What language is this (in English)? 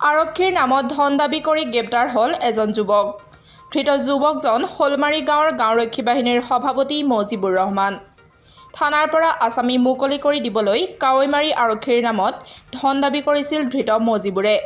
Assamese